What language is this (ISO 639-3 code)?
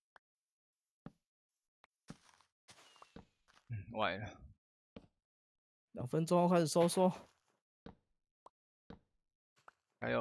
zho